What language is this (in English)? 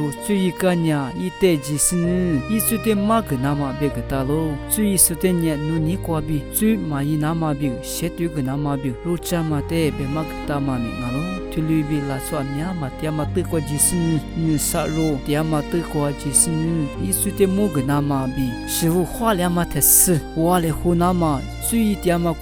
Lisu